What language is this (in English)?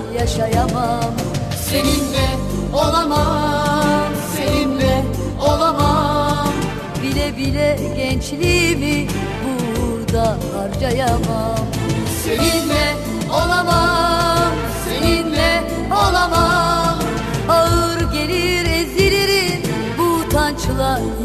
Turkish